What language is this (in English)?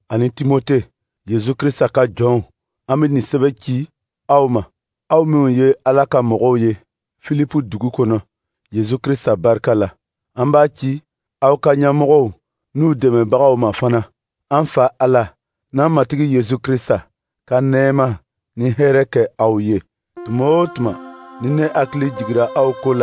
Dyula